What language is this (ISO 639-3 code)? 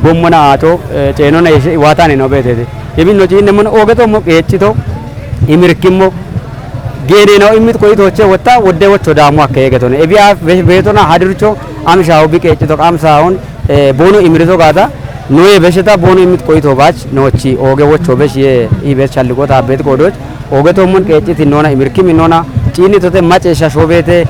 kbr